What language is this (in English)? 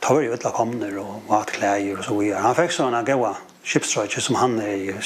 Faroese